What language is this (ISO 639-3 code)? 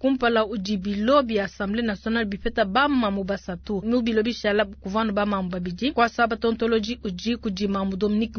lua